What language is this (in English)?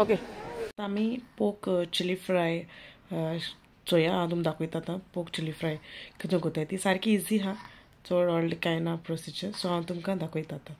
Konkani